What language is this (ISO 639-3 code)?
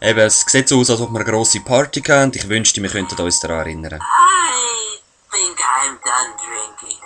gsw